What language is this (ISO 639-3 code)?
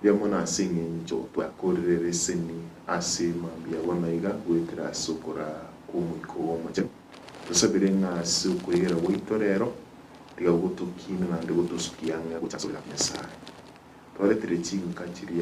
guz